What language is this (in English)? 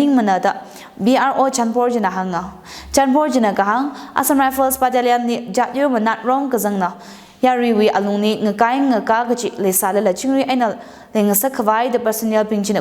Tangkhul Naga (India)